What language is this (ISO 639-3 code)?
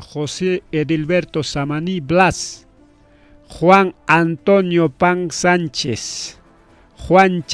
quy